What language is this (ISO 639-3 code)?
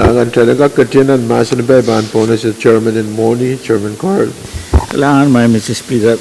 pon